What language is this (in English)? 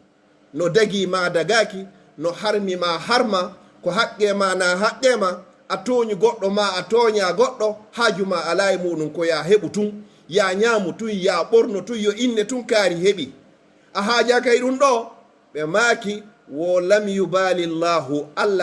Pular